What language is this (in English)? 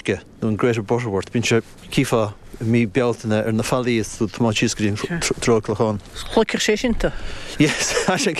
Irish